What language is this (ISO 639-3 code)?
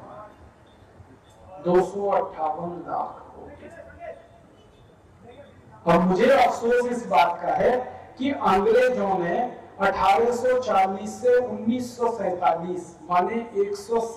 hin